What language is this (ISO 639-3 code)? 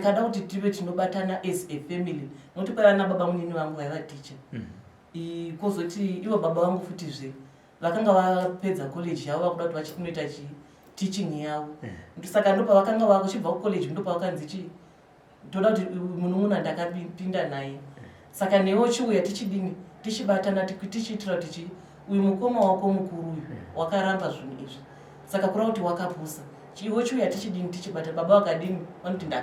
sna